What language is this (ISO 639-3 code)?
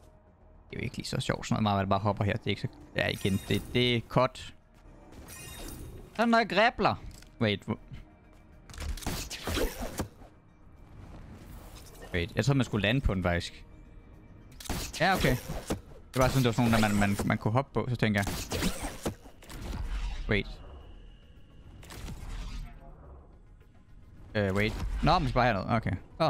dan